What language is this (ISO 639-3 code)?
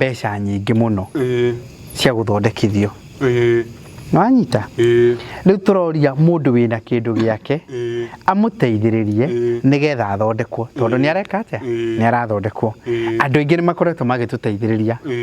kik